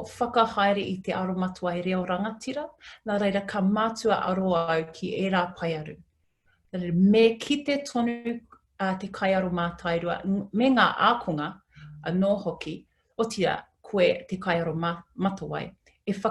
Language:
Māori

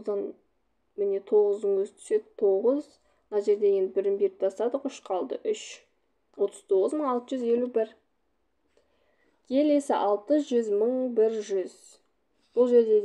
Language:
Kazakh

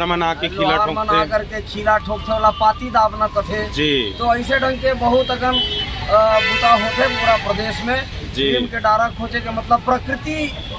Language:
Chhattisgarhi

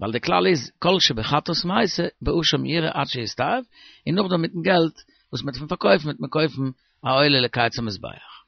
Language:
Yiddish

